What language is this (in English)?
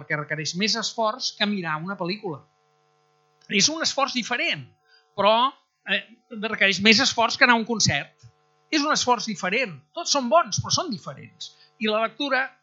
Catalan